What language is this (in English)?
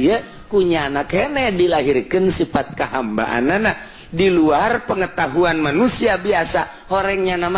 Sundanese